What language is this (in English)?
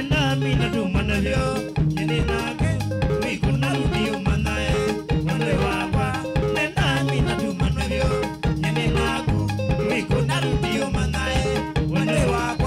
Kamba